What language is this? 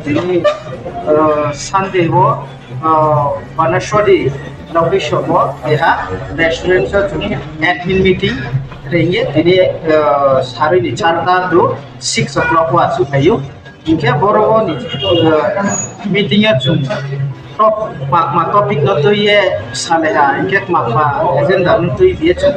Riang (India)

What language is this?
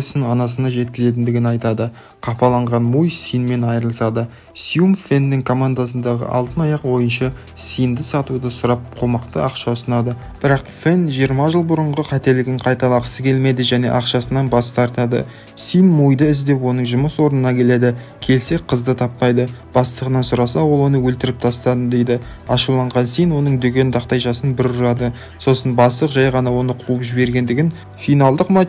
Kazakh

